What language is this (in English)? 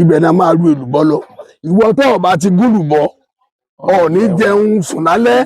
Yoruba